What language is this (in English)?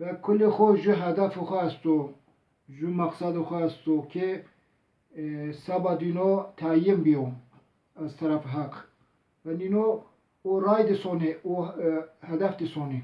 Zaza